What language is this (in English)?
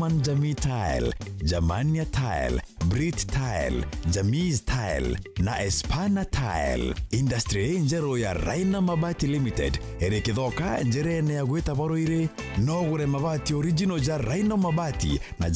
Meru